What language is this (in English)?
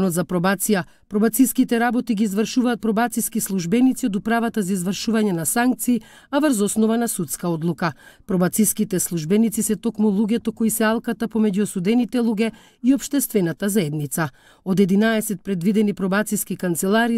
Macedonian